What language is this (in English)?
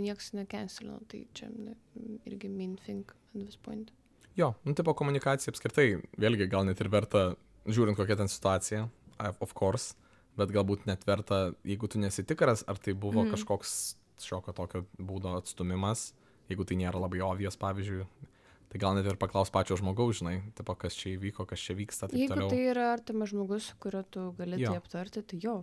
Lithuanian